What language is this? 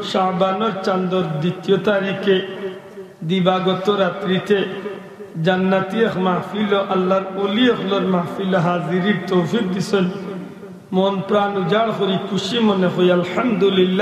Sylheti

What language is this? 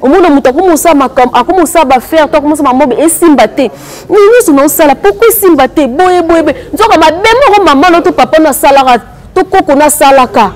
Lingala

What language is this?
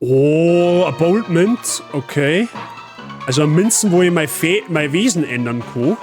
Bavarian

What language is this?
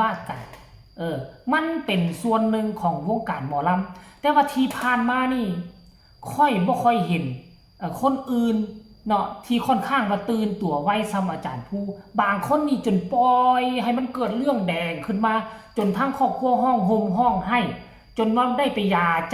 Northeastern Thai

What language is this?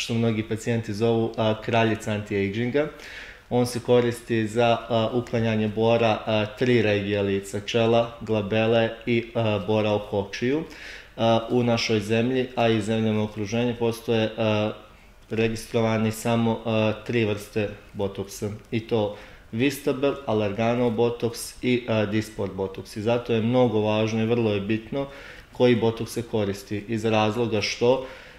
Serbian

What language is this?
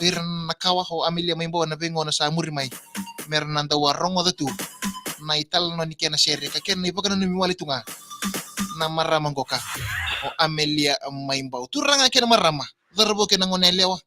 Fijian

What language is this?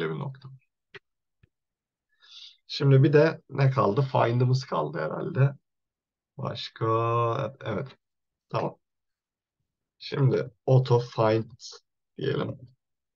Turkish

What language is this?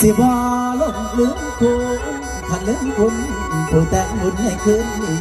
Northeastern Thai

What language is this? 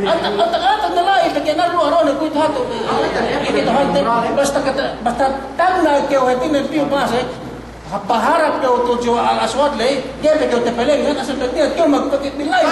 Yakan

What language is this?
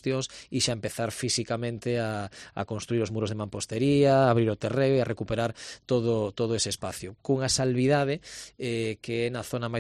Galician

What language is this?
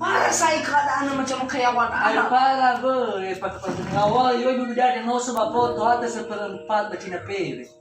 Nias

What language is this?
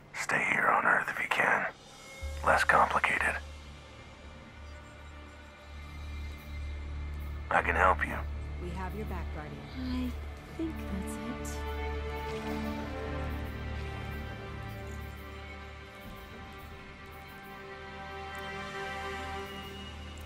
English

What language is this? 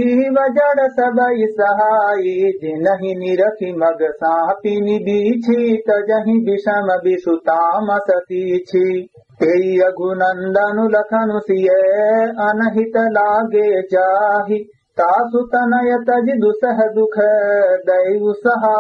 Awadhi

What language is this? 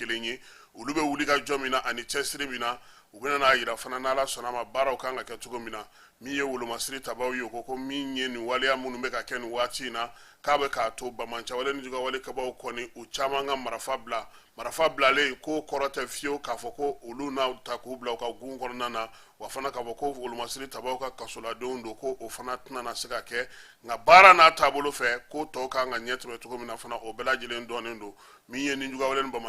Bambara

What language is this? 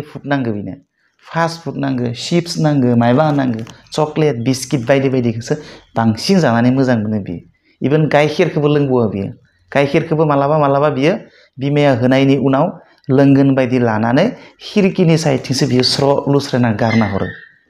Bodo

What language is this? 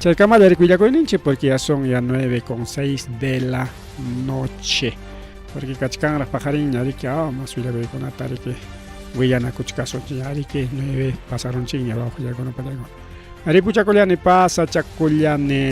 Ayacucho Quechua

